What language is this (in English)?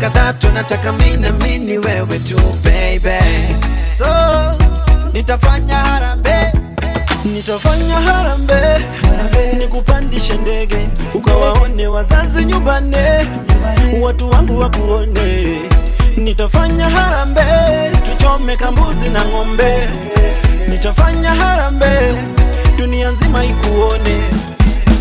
Swahili